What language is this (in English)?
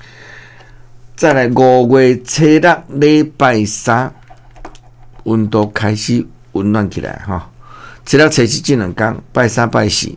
Min Nan Chinese